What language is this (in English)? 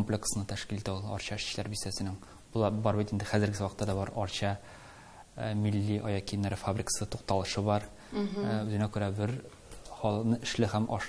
Tatar